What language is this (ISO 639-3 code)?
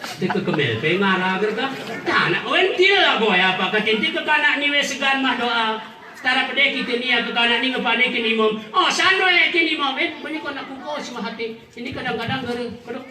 gay